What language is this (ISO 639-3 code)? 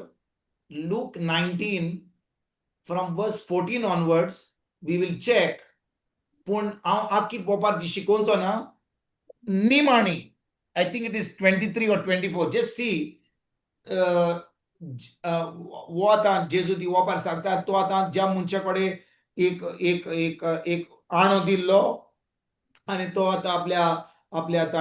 kok